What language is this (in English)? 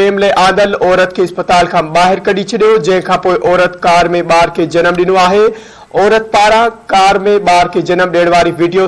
Sindhi